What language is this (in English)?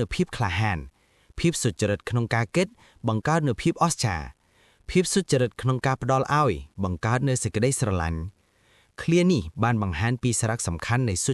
Khmer